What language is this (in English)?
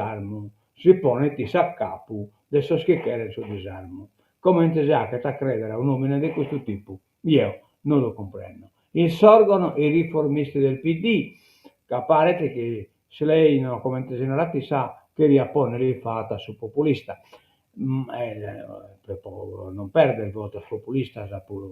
Sardinian